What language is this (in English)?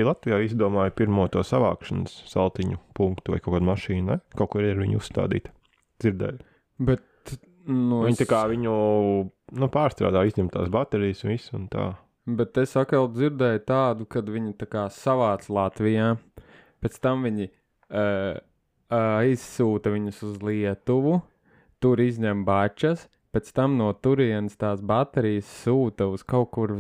Latvian